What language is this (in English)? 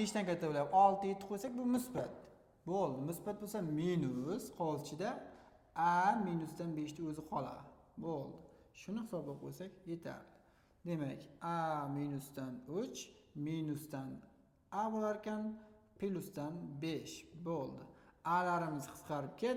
Uzbek